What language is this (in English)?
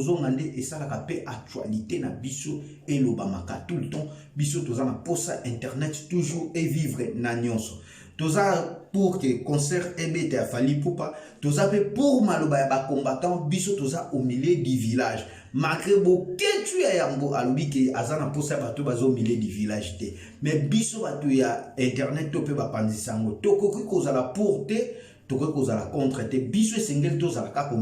Lingala